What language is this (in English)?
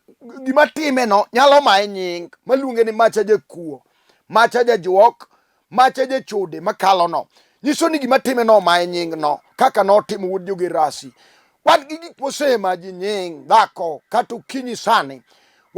Luo (Kenya and Tanzania)